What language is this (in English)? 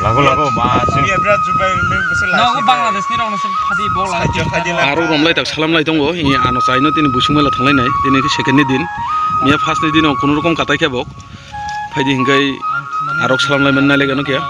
Kok Borok